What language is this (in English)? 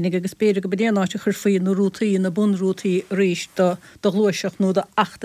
Irish